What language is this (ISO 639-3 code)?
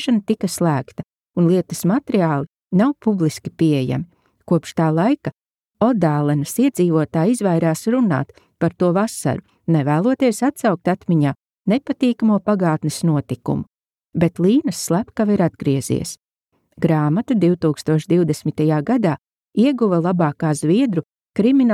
lav